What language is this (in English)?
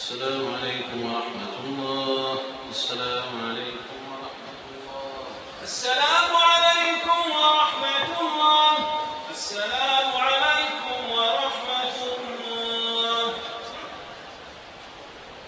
Arabic